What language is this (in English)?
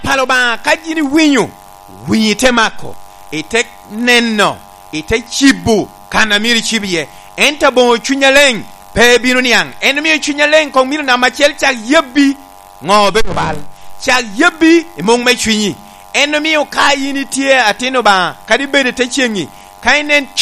Lango (Uganda)